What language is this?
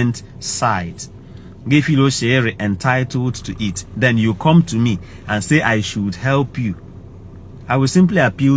Igbo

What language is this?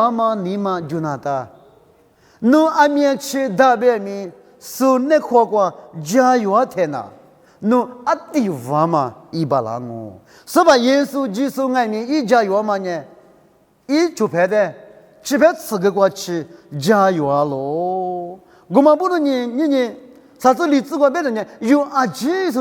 Lisu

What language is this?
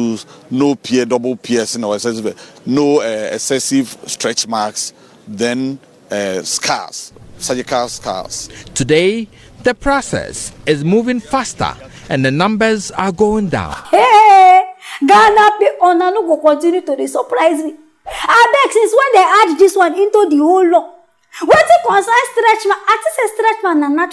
Nigerian Pidgin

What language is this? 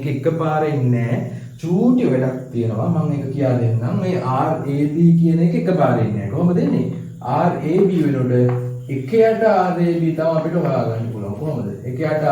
Sinhala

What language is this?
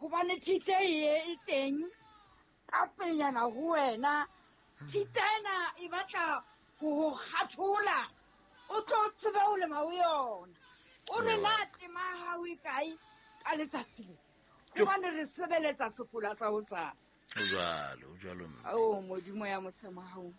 Southern Sotho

